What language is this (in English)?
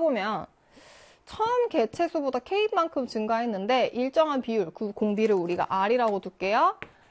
Korean